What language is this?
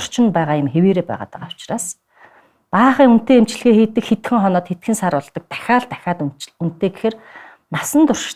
Mongolian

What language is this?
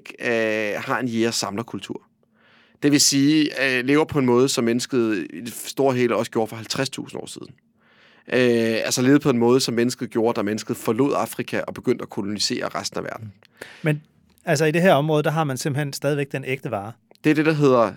Danish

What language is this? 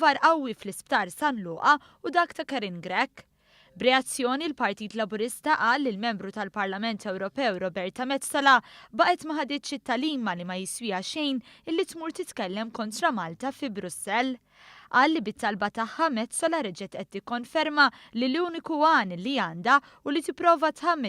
Maltese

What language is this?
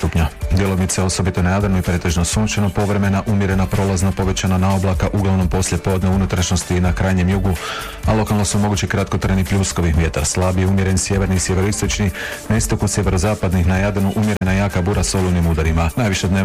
Croatian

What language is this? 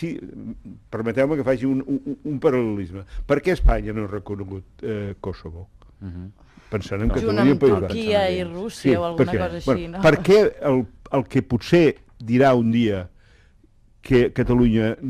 Catalan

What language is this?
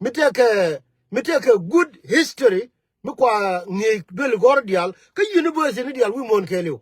Nuer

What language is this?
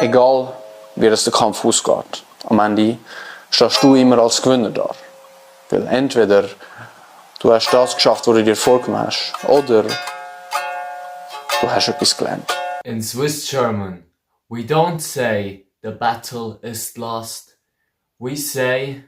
Swiss German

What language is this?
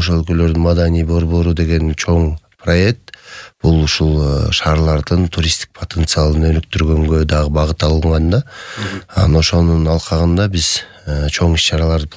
Kyrgyz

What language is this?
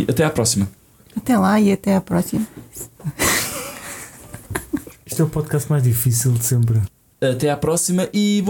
Portuguese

